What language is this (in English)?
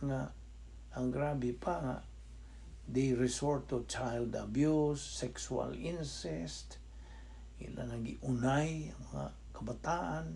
Cebuano